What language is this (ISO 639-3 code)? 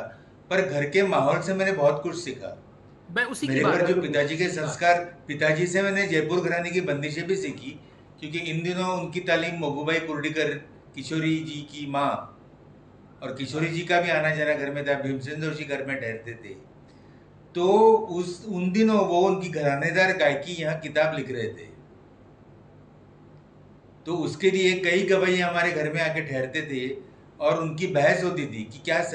hin